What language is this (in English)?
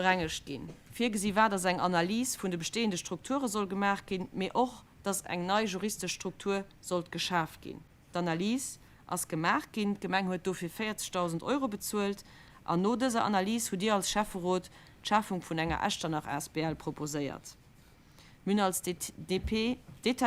Luxembourgish